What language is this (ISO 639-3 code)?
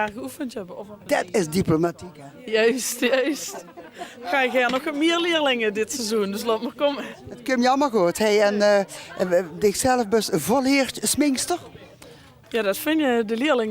lim